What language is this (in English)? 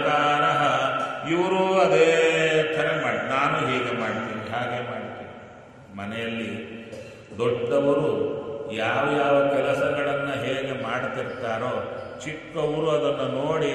Kannada